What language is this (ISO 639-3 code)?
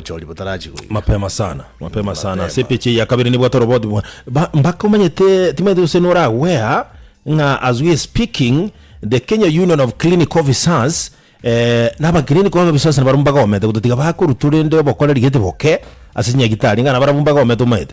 guz